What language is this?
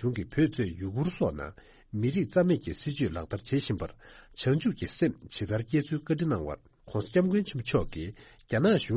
Tibetan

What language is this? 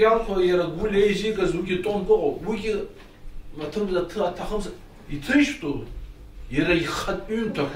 Abkhazian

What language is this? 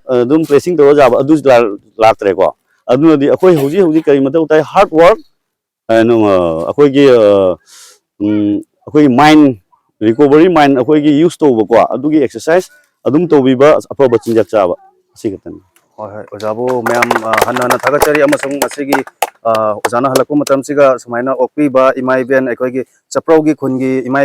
Manipuri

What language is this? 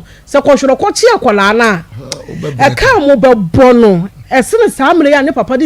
Akan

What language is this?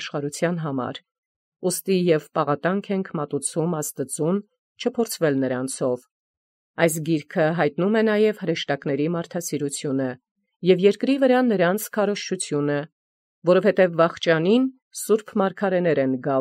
Armenian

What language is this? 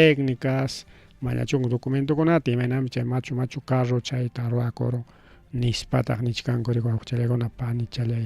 Ayacucho Quechua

